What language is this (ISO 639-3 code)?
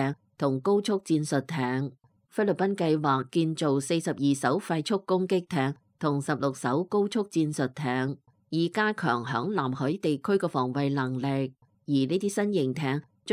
yue